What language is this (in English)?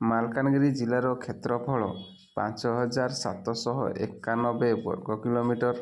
Odia